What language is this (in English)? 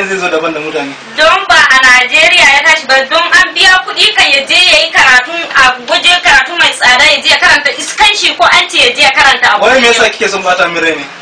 Hausa